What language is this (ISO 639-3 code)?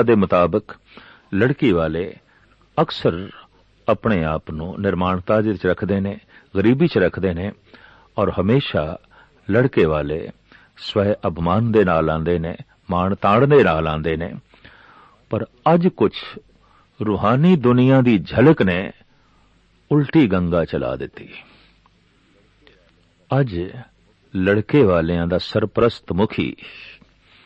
pan